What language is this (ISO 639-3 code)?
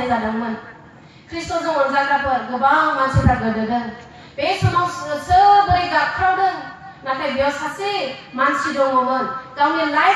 brx